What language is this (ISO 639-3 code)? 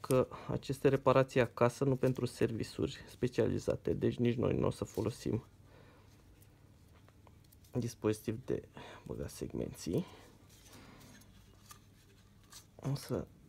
ron